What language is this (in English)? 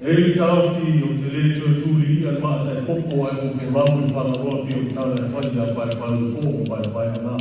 Samoan